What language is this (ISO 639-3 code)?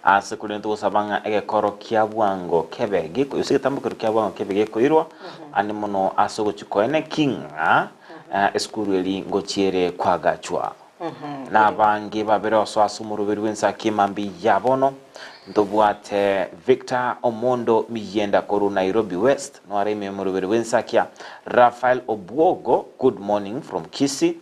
guz